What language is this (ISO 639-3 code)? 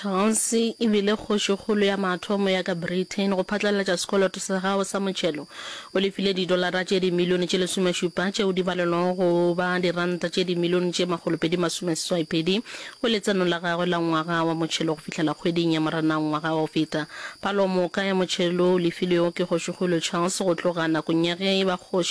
nso